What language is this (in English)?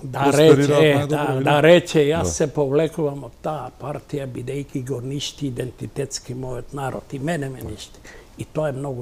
Macedonian